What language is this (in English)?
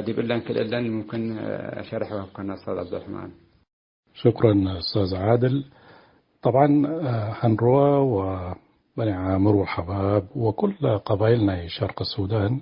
Tigre